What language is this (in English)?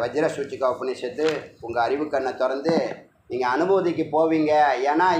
Tamil